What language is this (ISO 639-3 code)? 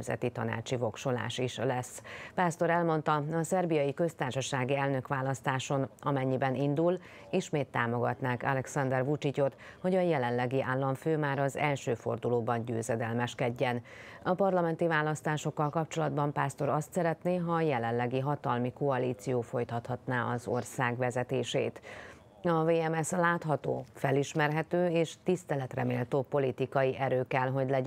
hun